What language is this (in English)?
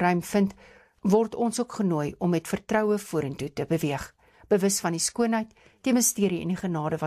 Afrikaans